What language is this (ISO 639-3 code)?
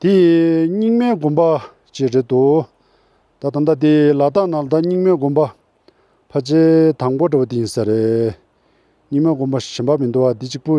bod